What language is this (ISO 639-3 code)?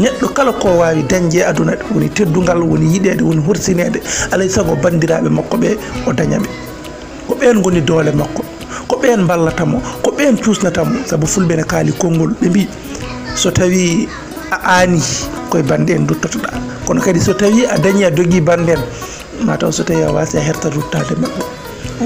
ful